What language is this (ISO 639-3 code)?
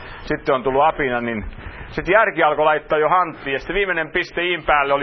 fin